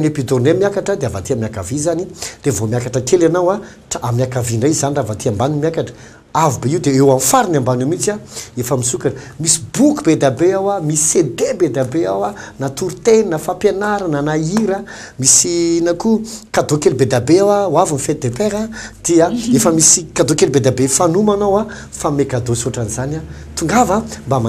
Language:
Malagasy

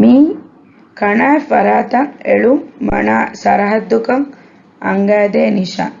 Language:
Divehi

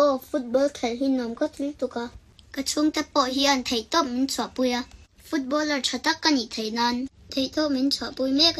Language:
Mizo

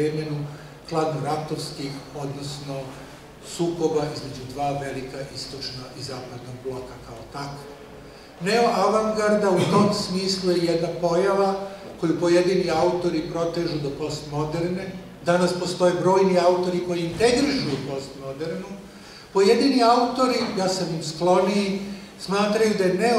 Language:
Serbian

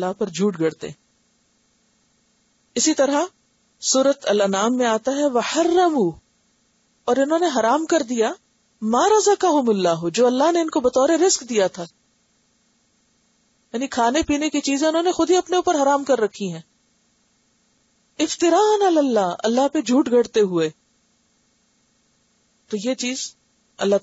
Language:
Urdu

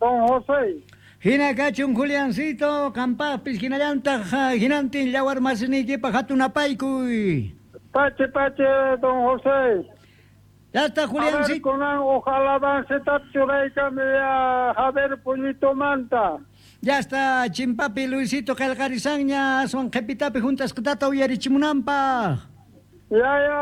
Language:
Quechua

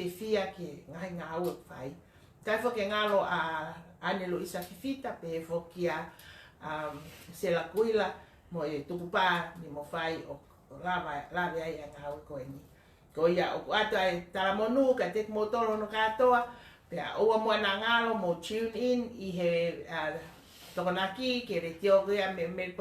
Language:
Tongan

